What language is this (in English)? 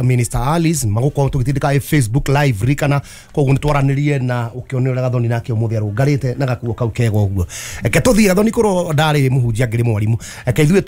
Kikuyu